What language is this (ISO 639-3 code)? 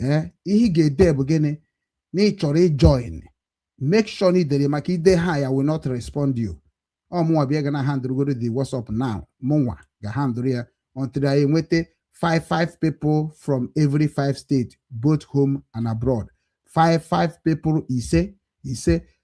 ibo